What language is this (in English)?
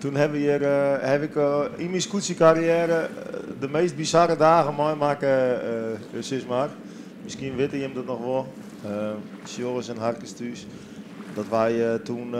Western Frisian